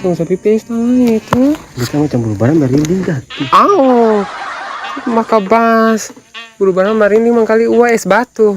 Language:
Ambonese Malay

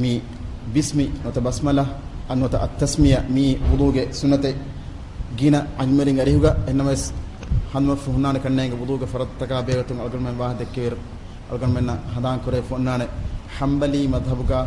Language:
Divehi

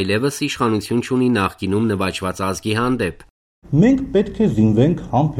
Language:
Armenian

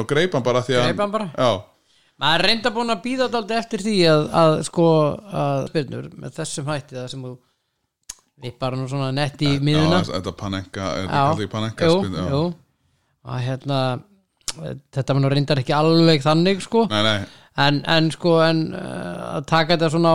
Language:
Icelandic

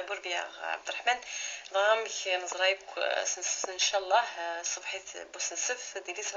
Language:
Kabyle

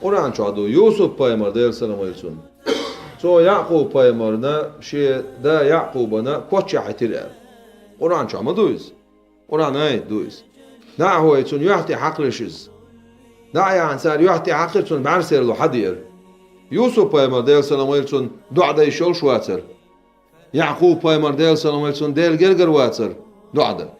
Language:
Chechen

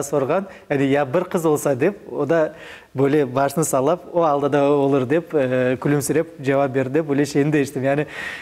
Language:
Crimean Tatar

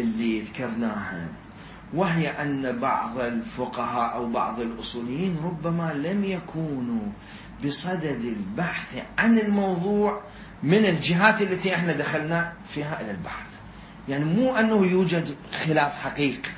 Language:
Mesopotamian Arabic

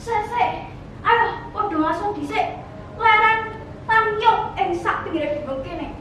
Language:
Javanese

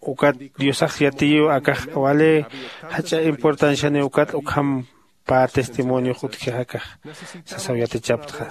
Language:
Aymara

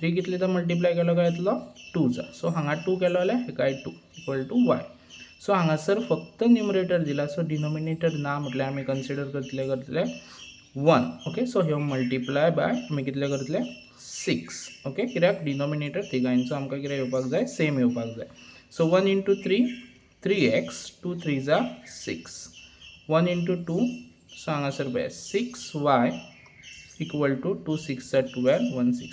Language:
Konkani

